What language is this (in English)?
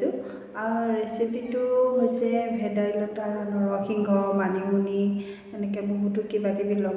Assamese